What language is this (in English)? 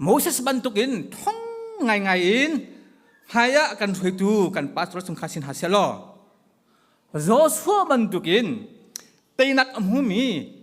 Hakha Chin